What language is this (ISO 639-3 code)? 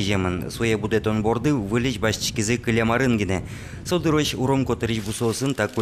udm